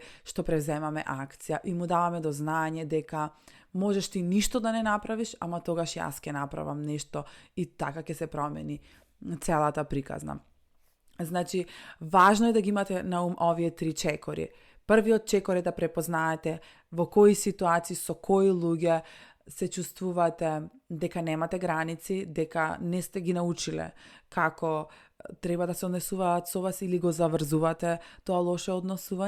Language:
Macedonian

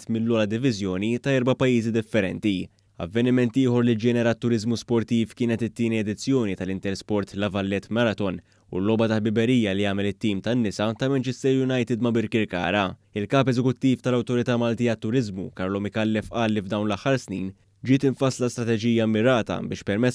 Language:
Maltese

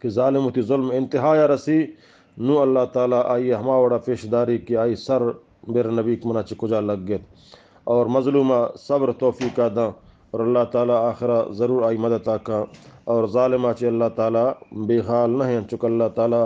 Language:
Eastern Balochi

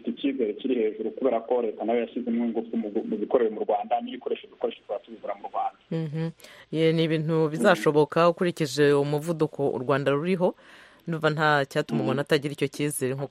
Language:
Kinyarwanda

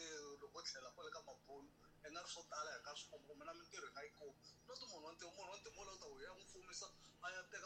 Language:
Tsonga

